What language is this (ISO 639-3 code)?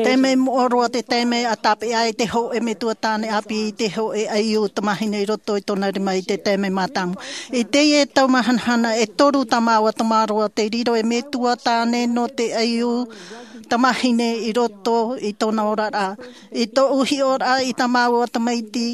tah